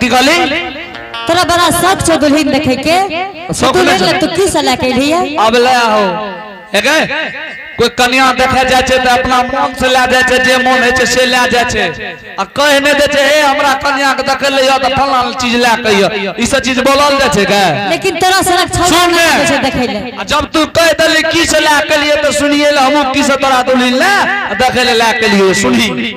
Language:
Angika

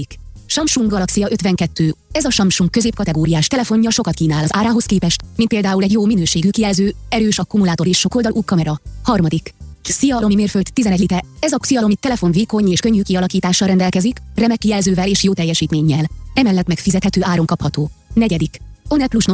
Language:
Hungarian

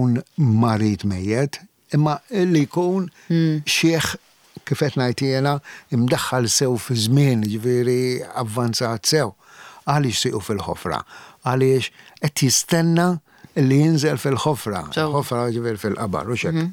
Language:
Maltese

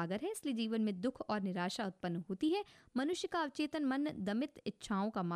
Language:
Hindi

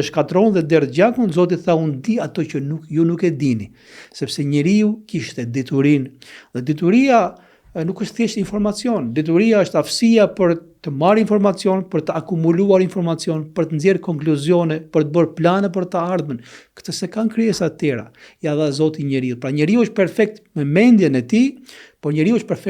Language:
Albanian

